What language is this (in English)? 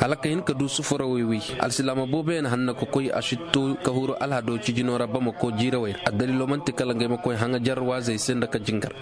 Koyraboro Senni